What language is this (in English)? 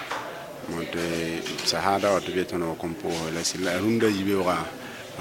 Mossi